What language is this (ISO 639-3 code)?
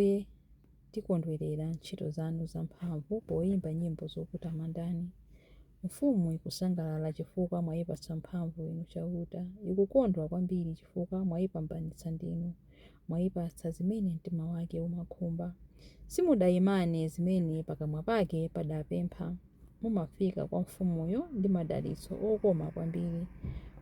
nya